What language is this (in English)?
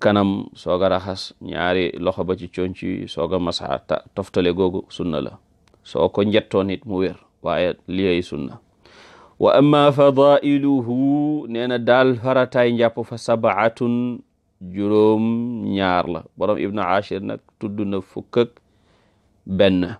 Wolof